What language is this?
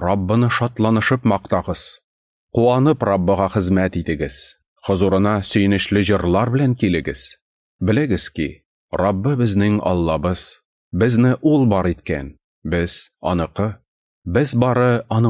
Tatar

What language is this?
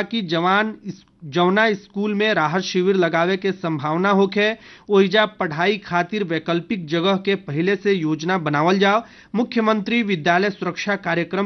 Bhojpuri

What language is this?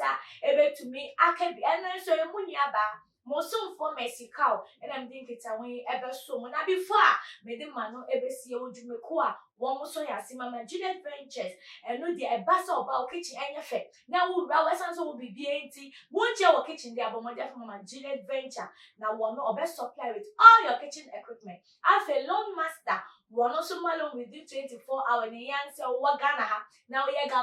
Akan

